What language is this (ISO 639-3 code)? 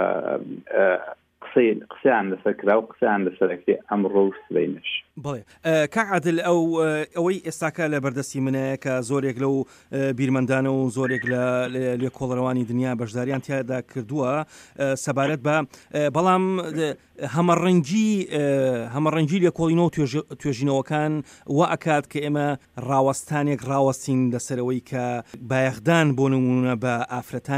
ckb